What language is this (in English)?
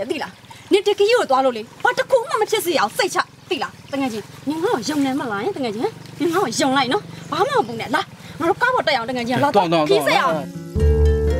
Burmese